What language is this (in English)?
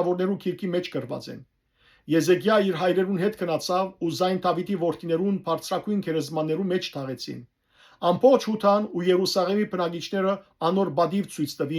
Western Armenian